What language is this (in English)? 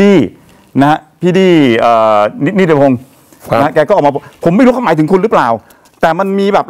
Thai